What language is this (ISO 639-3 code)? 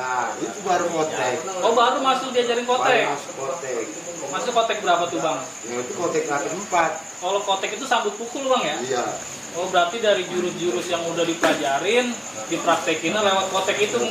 bew